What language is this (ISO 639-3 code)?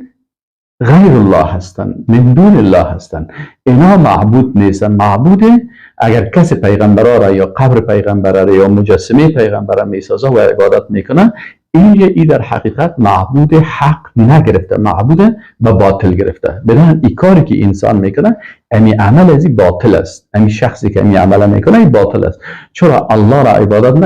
fas